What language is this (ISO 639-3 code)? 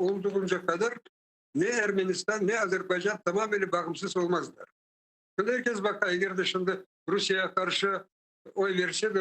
crh